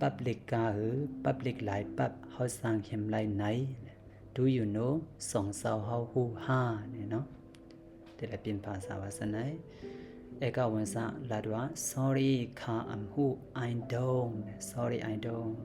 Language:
Shan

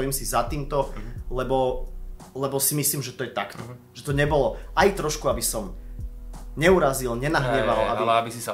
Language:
Slovak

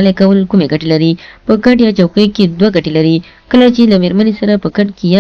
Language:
Pashto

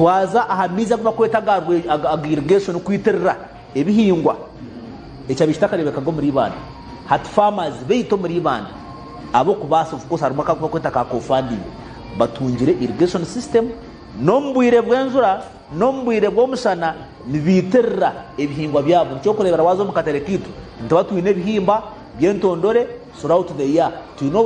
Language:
Nyankole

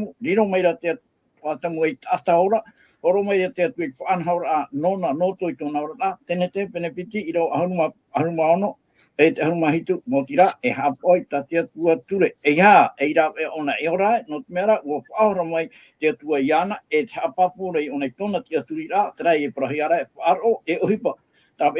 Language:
Tahitian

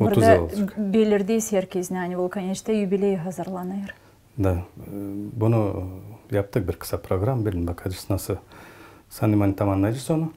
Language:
Gagauz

